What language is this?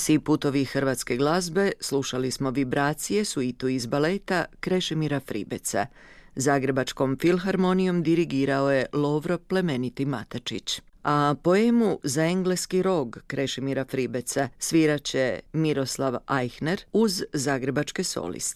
Croatian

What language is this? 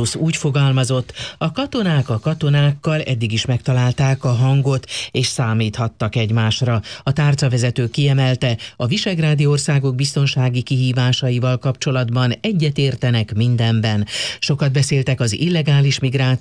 Hungarian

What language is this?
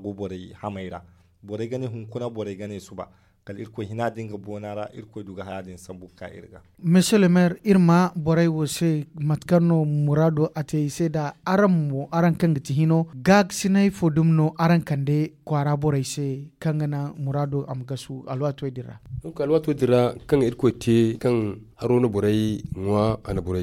Zarma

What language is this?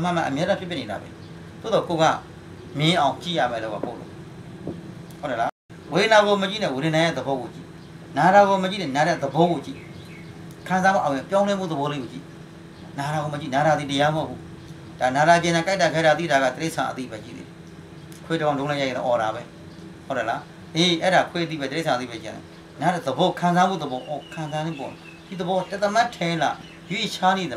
Burmese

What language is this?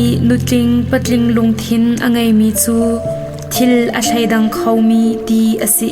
Hakha Chin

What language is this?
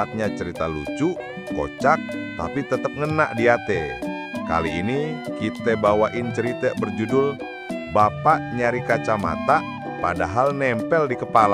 Betawi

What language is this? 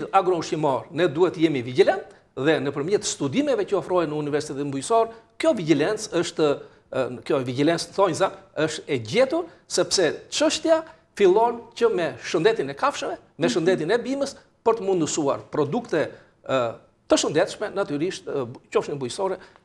Albanian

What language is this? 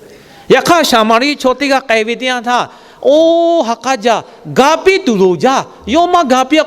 Lahu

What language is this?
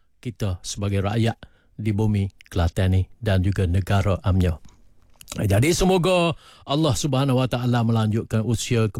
Malay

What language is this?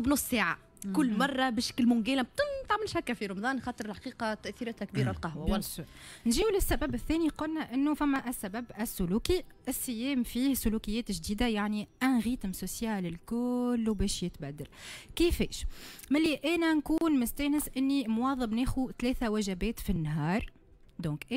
Tunisian Arabic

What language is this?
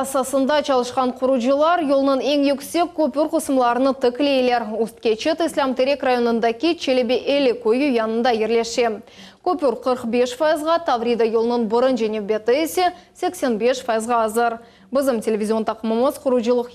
Crimean Tatar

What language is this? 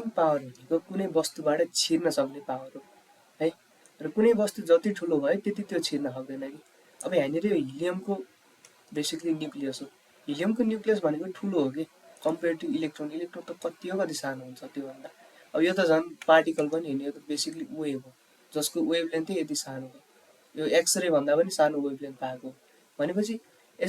Nepali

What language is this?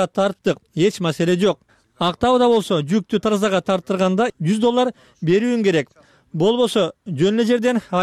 Kyrgyz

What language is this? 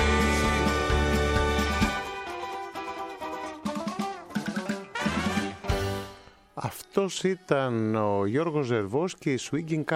Greek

